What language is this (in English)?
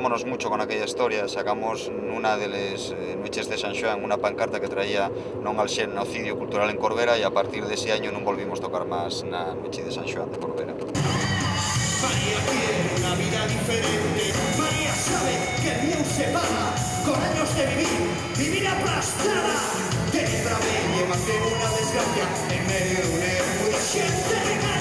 Asturian